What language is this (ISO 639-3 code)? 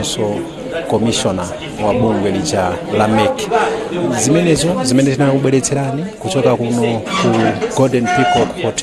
nya